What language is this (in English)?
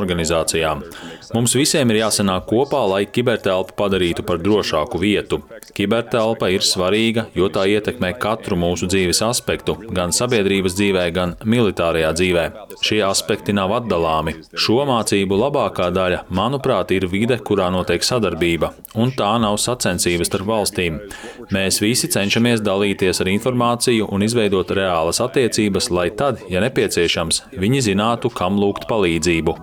Latvian